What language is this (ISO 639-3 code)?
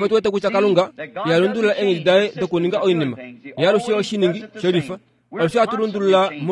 kua